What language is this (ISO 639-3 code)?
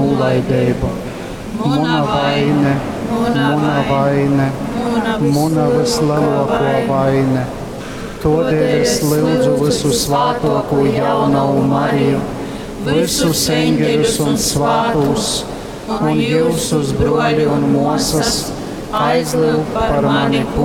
ltg